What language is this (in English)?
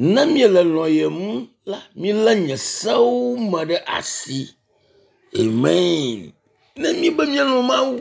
Ewe